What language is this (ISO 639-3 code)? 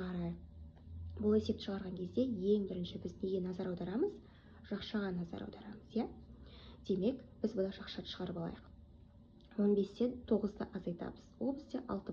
kaz